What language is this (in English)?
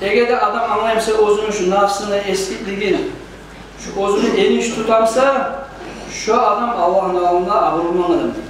Kumyk